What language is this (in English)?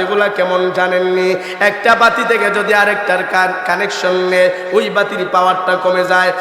Sylheti